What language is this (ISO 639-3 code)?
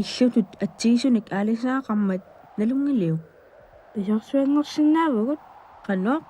kal